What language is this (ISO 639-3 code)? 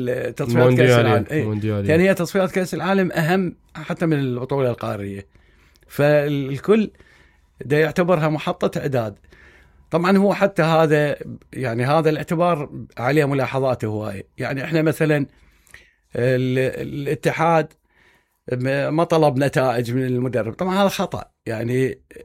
acm